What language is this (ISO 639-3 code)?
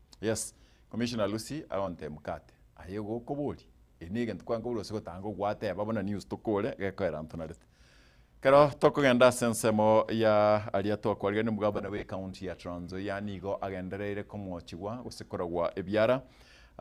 guz